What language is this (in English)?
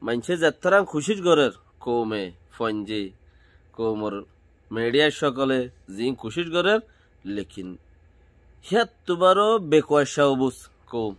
Rohingya